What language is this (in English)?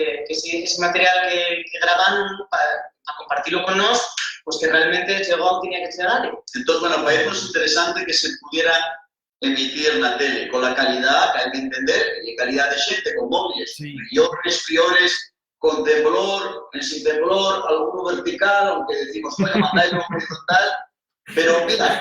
Asturian